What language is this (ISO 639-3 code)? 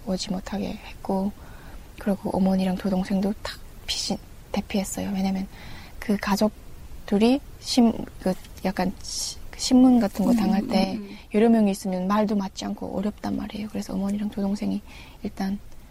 kor